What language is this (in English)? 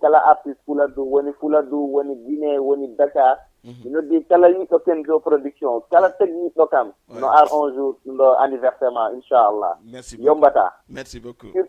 Fula